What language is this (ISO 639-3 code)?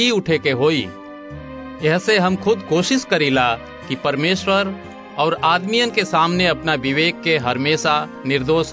bho